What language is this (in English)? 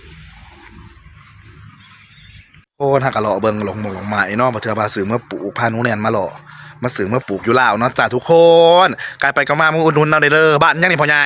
Northeastern Thai